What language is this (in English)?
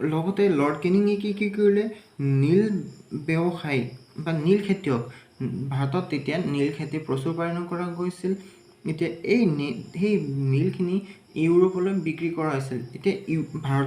Assamese